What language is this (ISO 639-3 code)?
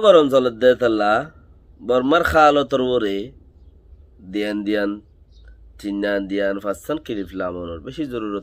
rhg